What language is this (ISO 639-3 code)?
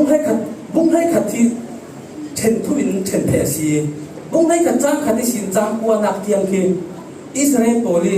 cfm